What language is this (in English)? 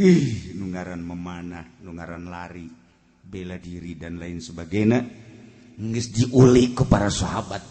Sundanese